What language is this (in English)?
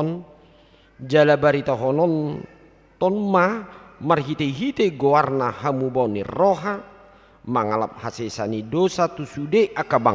Batak Toba